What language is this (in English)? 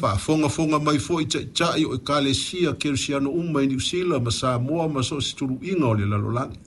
Samoan